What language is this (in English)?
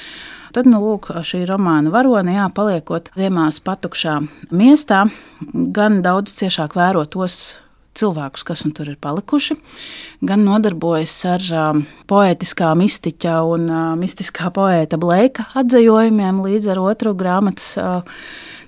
Latvian